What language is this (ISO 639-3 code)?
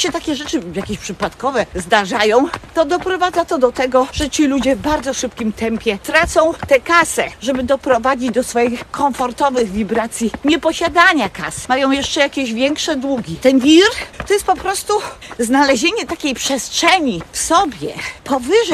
pol